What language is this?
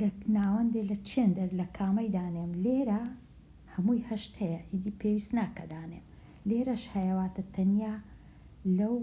Central Kurdish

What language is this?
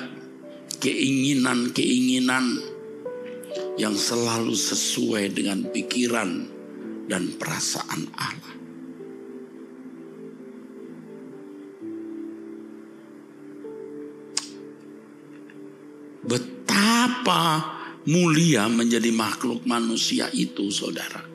Indonesian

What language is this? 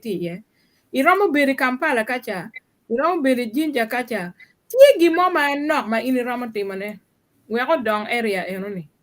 Acoli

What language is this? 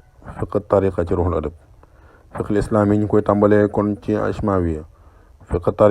Wolof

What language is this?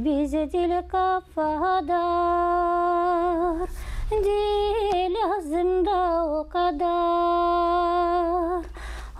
Gagauz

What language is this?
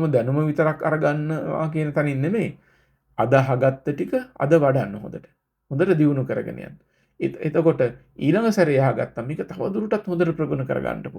Sinhala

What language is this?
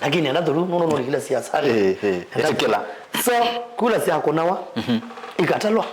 Kamba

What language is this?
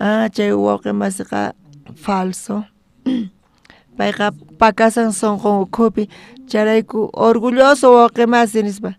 South Bolivian Quechua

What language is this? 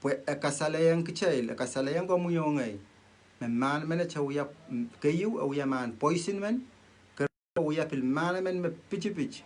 Pohnpeian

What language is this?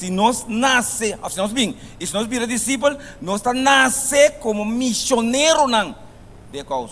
Papiamento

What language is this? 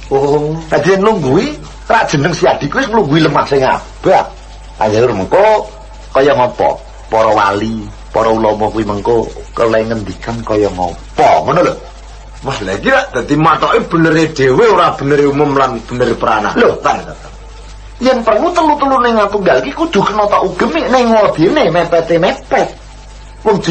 Javanese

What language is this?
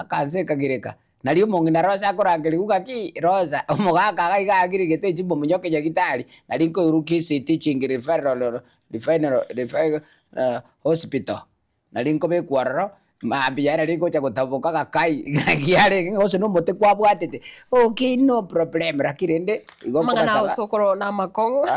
Gusii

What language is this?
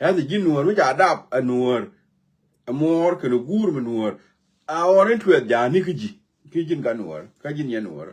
Nuer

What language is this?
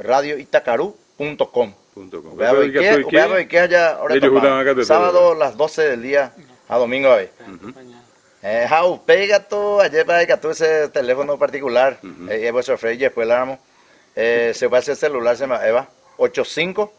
Guarani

